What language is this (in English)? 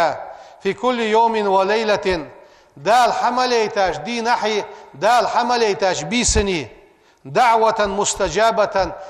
Ingush